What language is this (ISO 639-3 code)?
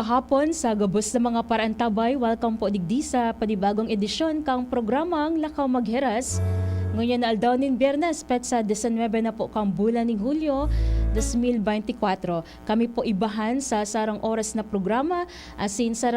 bik